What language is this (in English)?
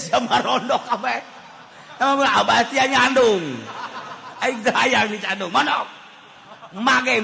Sundanese